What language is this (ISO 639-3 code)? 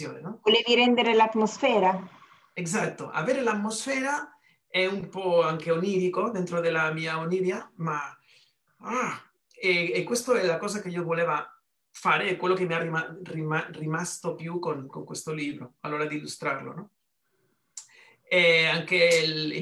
ita